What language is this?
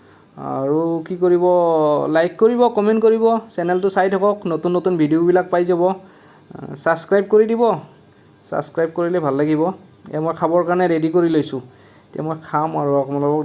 Assamese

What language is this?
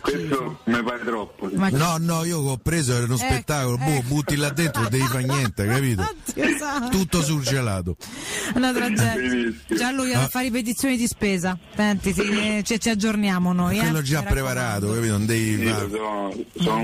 Italian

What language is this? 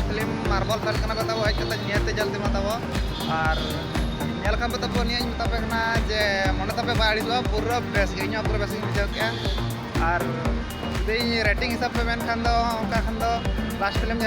Santali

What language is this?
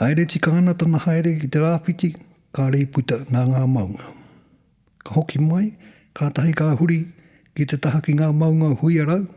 Māori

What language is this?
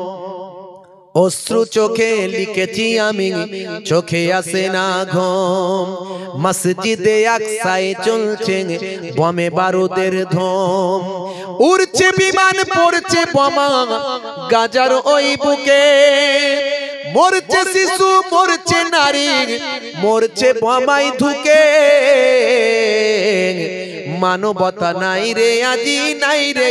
Bangla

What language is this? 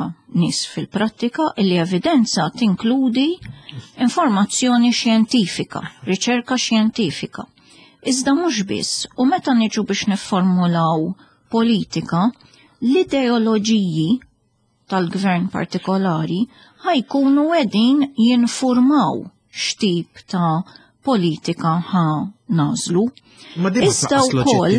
Maltese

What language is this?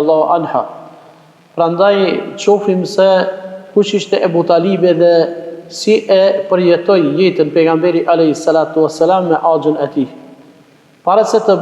Albanian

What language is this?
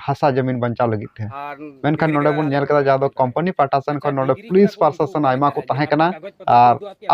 Santali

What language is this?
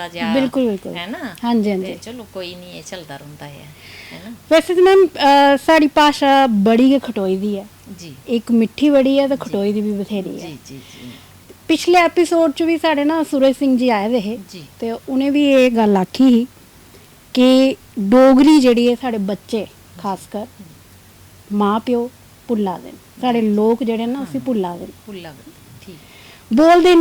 Dogri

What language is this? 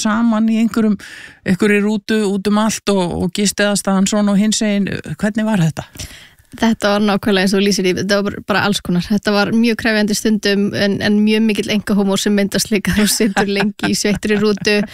Icelandic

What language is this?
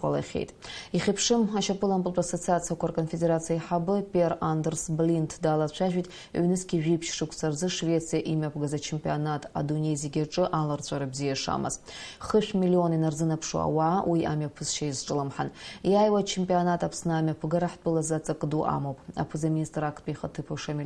Abkhazian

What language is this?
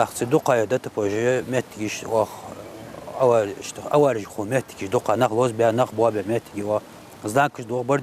Ingush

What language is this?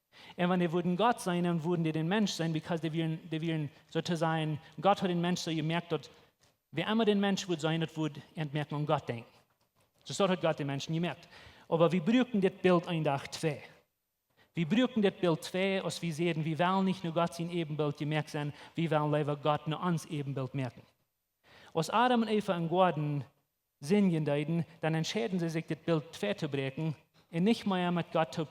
Plautdietsch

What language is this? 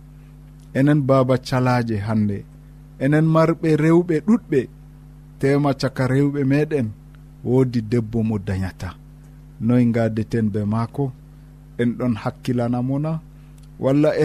Nigerian Fulfulde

